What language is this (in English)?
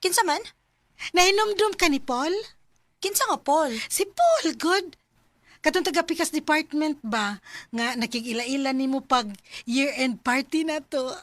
Cebuano